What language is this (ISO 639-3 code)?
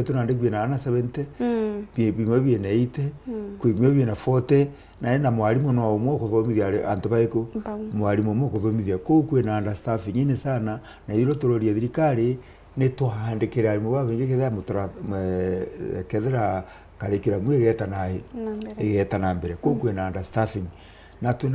mer